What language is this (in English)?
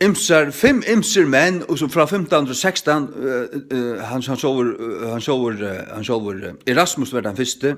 Faroese